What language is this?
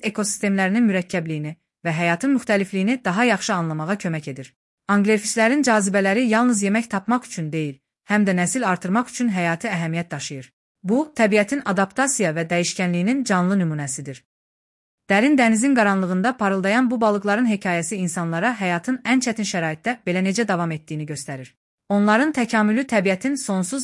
Azerbaijani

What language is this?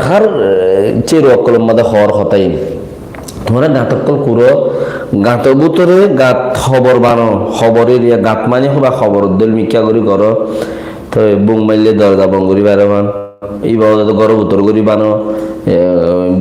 Rohingya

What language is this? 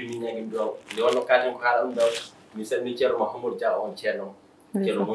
Fula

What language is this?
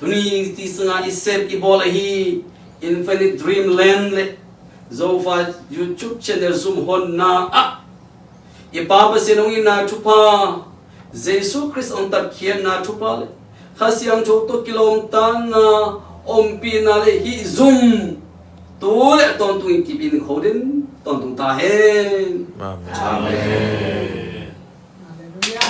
Tedim Chin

